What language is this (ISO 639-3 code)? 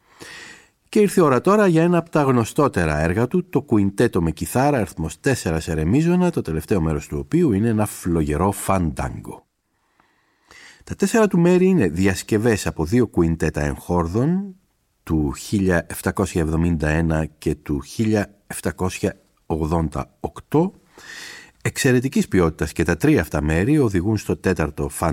ell